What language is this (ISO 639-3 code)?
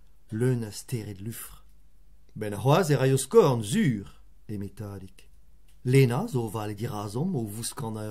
bre